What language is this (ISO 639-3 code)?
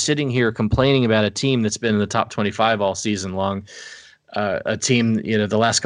eng